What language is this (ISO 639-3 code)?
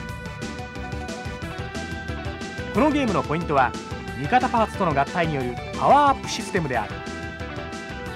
jpn